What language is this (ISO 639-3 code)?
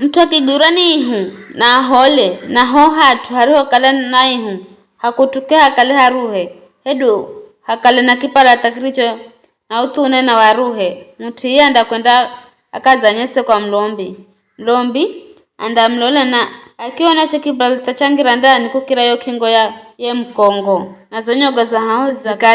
nyf